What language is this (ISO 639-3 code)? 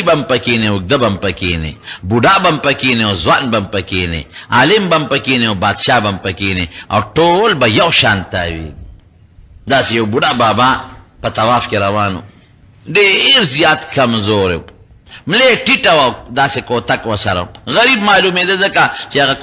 pus